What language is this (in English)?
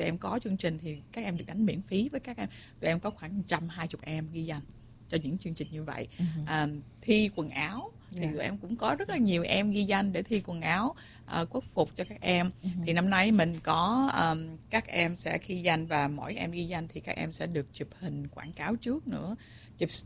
Vietnamese